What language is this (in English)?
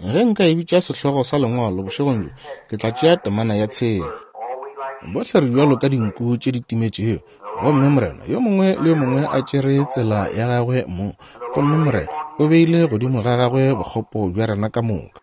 Northern Sotho